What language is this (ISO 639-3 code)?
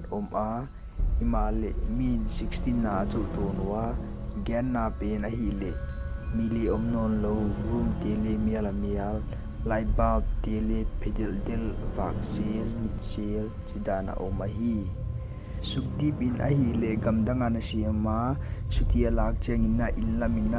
pck